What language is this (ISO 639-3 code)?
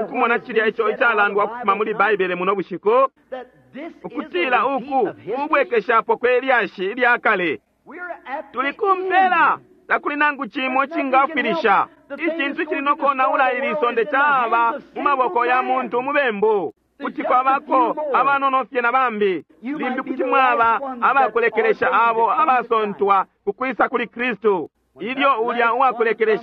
bem